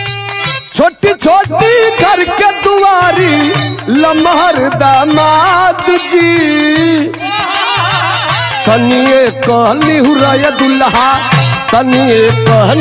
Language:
Bhojpuri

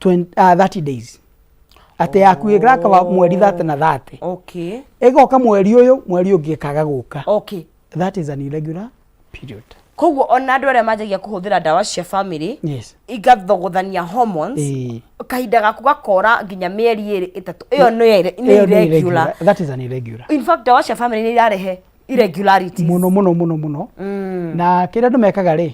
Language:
Kikuyu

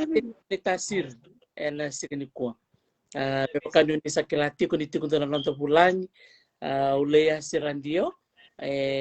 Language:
Fijian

